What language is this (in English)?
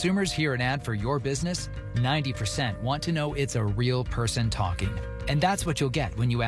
English